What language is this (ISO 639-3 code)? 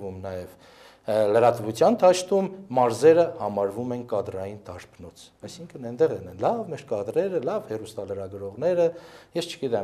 hye